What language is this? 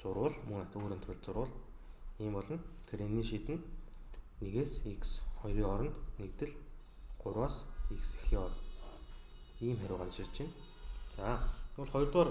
Mongolian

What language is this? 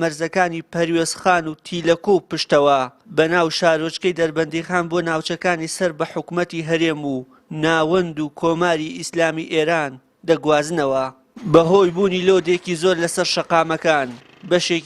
Central Kurdish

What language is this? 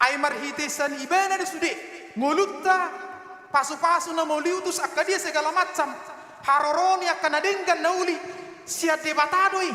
Batak Toba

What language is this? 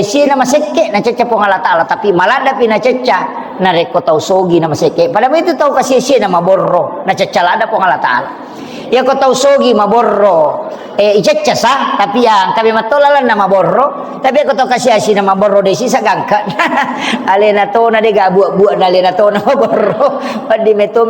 Buginese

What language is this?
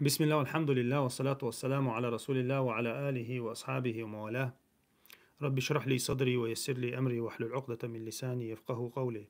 Chechen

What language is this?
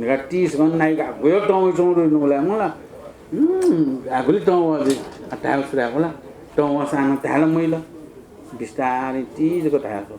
Newari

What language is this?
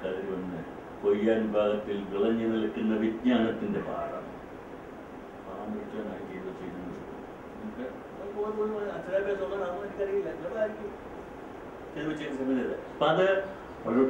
Malayalam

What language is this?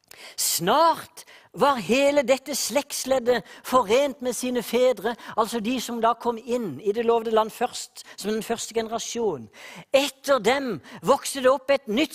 Norwegian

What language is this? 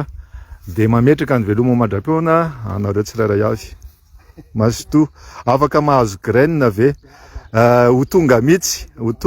Malagasy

